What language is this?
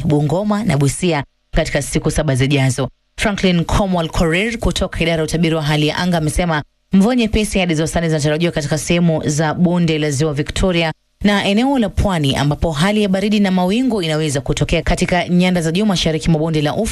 Swahili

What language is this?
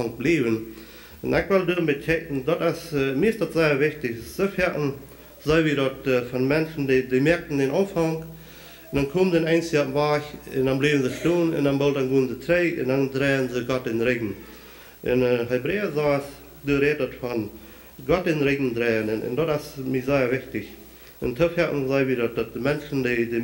Plautdietsch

